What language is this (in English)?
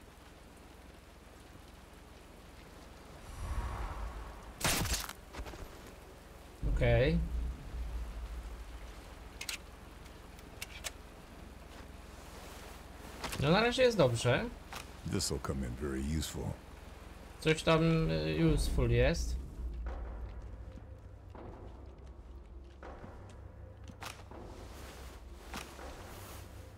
Polish